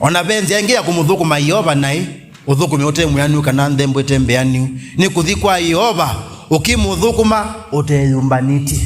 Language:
Kamba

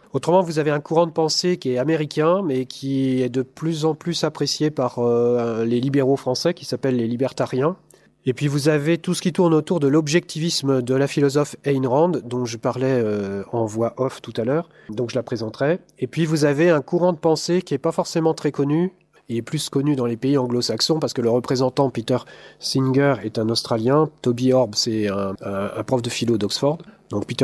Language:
French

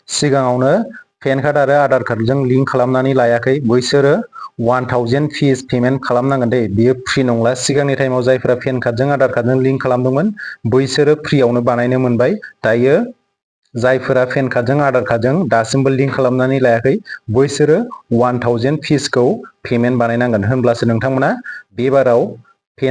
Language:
Bodo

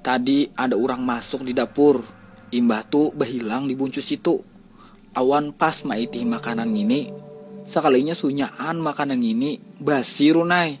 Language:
Banjar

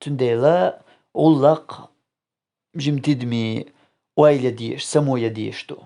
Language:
Chechen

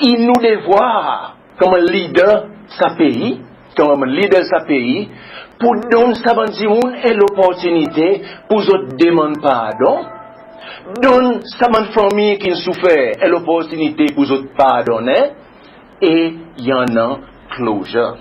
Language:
Seselwa Creole French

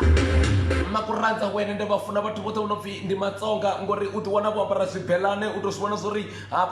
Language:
Venda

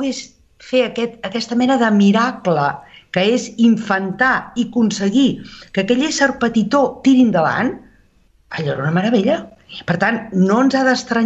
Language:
Catalan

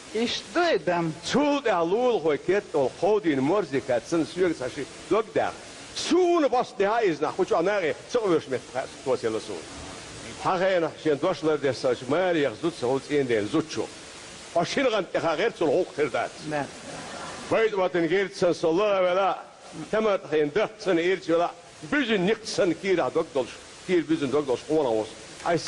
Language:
Chechen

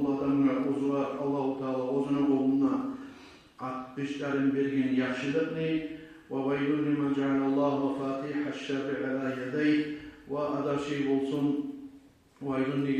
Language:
Kumyk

